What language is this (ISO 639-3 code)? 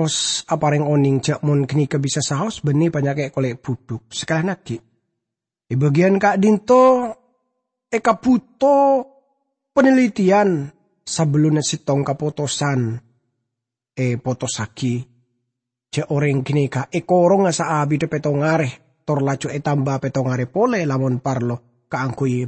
mad